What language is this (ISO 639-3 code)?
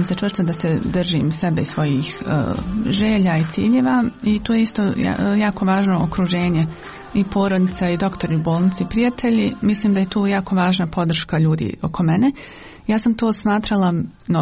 bos